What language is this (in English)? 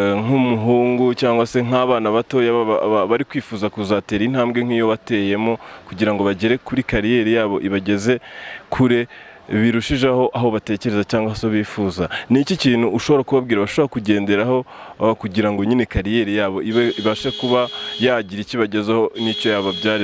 Kinyarwanda